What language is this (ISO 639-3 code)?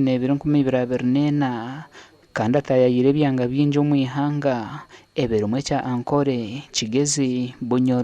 nyn